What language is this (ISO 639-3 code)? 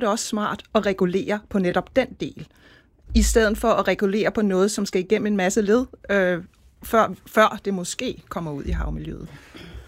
dan